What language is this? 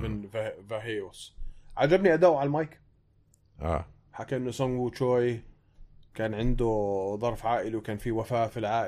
North Levantine Arabic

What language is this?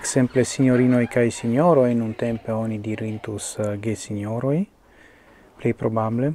Esperanto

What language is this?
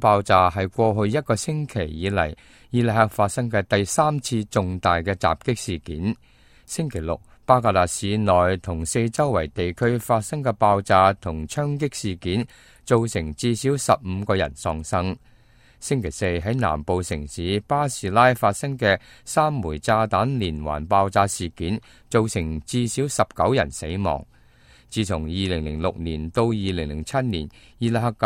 Cantonese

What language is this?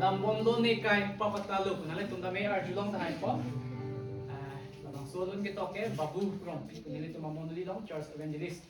Karbi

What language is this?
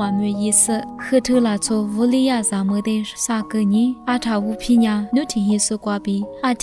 Lisu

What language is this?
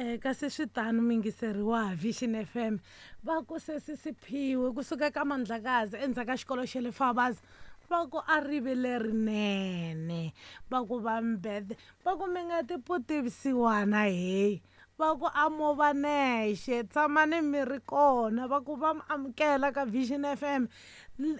Tsonga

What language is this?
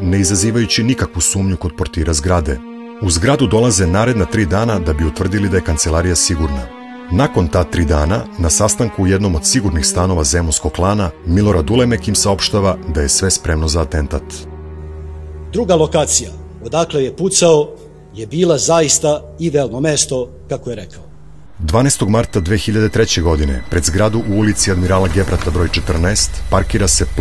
Serbian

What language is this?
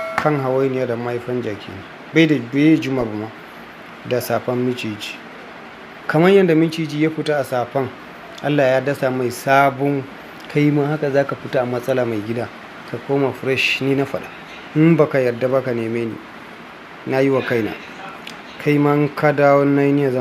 Hausa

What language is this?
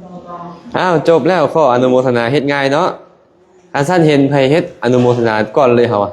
Lao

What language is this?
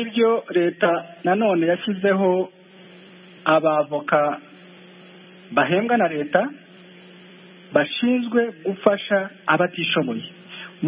Kinyarwanda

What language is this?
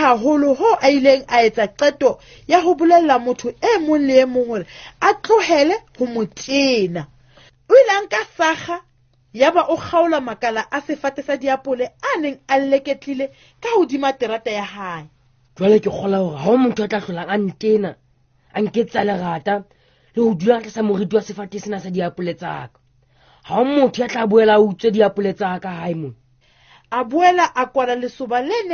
Southern Sotho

